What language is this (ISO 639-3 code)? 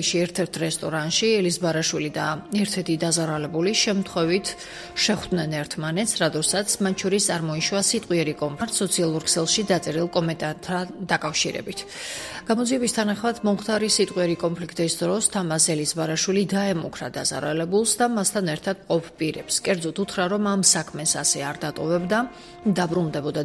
kat